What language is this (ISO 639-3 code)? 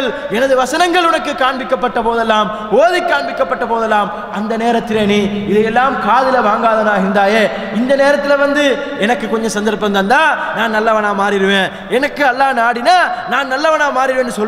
tam